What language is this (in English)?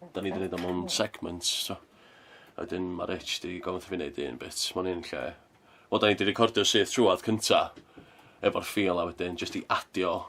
Welsh